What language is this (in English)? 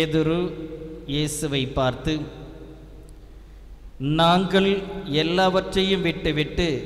Tamil